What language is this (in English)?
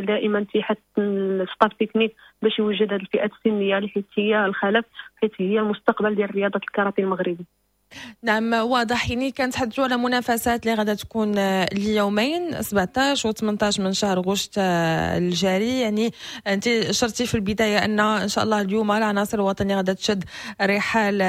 Moroccan Arabic